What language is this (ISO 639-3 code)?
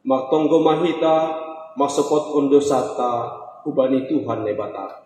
bts